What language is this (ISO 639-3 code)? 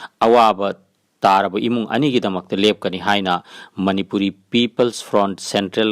mni